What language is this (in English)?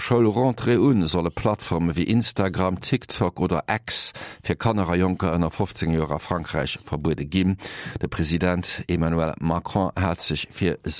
Luxembourgish